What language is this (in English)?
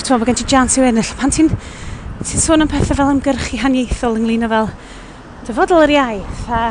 Welsh